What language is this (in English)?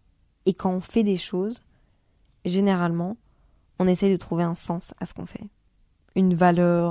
French